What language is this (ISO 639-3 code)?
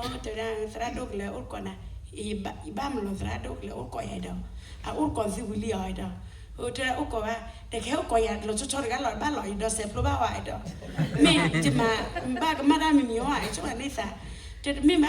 ksw